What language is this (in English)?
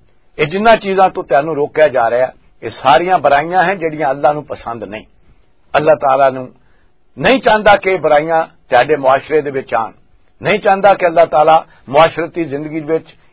Western Panjabi